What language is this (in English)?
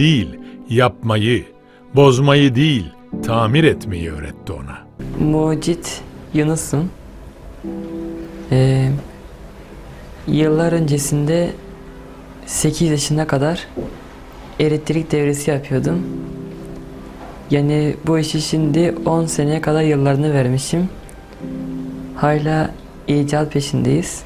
Turkish